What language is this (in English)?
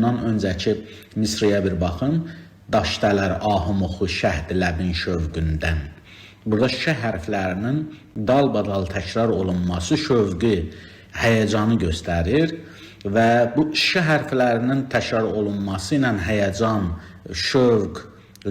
Azerbaijani